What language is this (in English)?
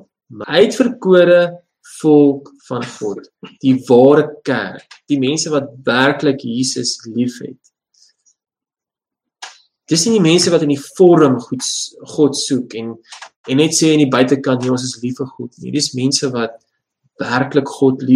Afrikaans